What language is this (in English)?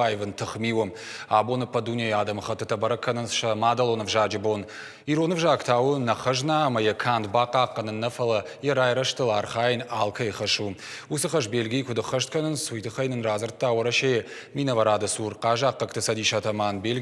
Ossetic